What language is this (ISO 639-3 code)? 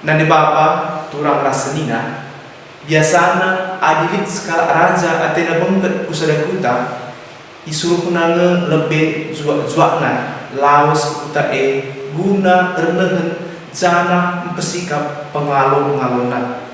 btx